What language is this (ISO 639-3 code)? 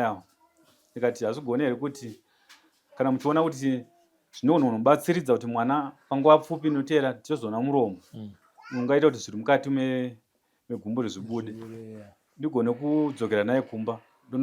sna